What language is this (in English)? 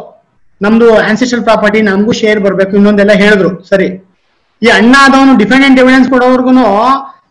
Kannada